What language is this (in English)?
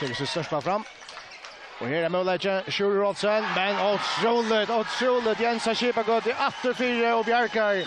Faroese